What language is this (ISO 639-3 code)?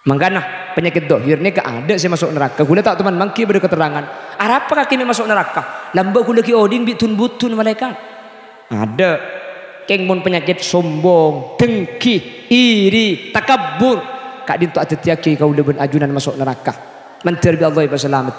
mad